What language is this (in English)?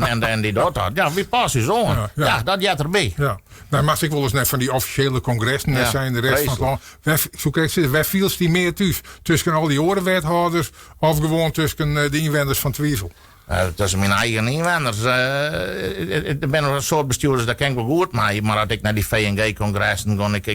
Western Frisian